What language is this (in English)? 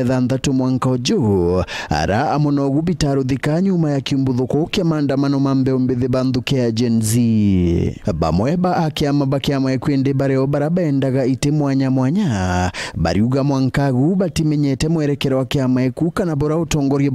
Meru